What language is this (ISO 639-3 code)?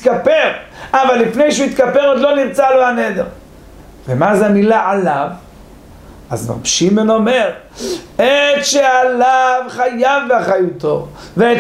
heb